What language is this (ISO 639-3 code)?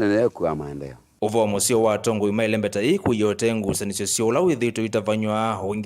kam